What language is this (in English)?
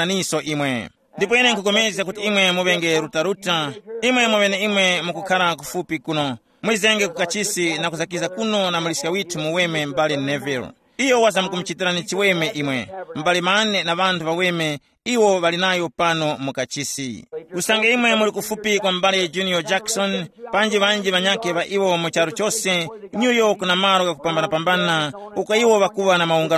Tumbuka